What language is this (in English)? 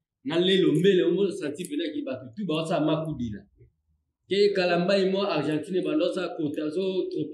Lingala